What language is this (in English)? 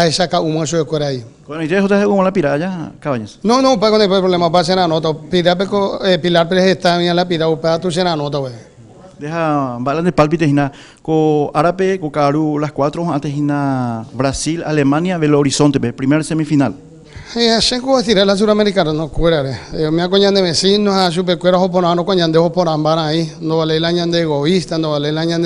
Guarani